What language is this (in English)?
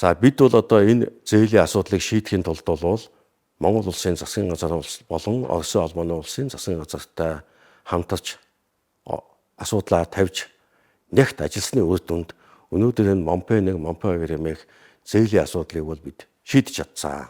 Mongolian